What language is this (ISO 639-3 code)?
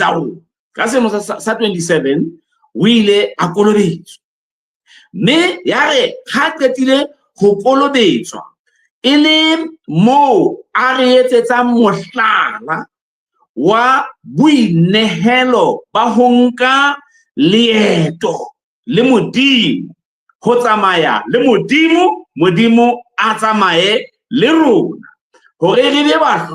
sot